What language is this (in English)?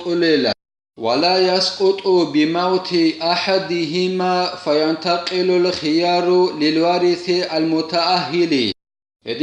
Avaric